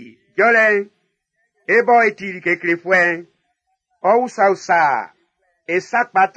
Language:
Baoulé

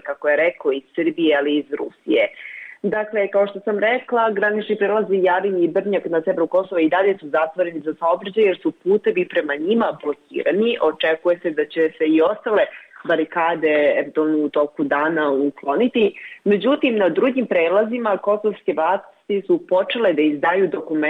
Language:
Serbian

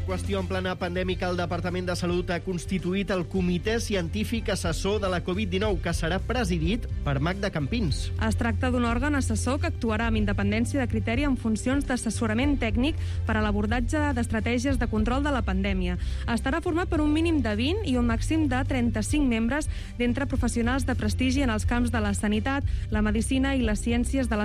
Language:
Catalan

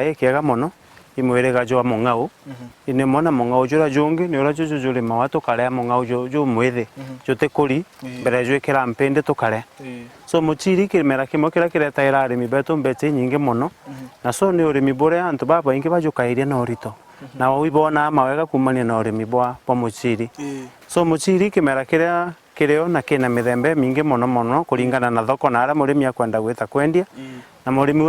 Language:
Meru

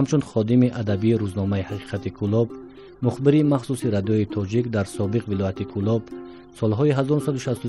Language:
Tajik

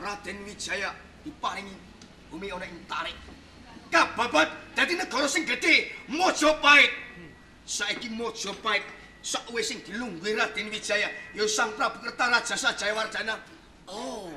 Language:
Javanese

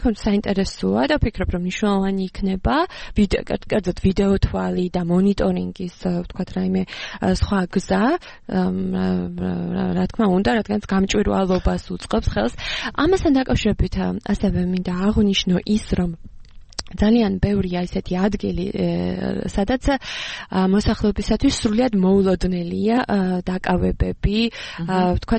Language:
Georgian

